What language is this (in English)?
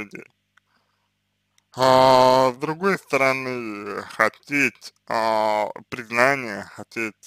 Russian